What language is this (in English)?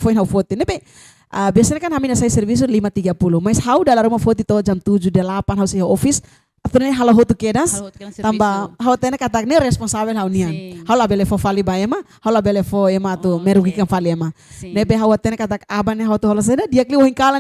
Tetum